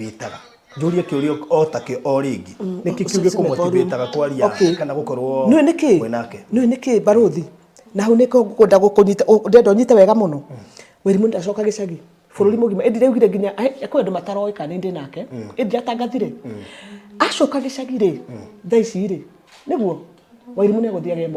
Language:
Kikuyu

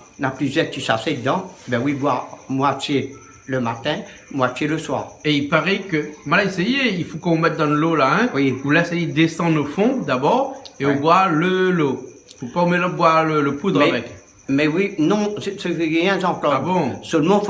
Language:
Réunion Creole French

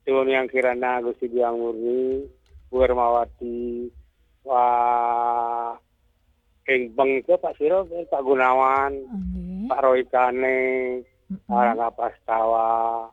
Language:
Balinese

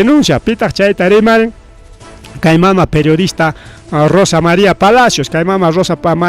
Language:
Ayacucho Quechua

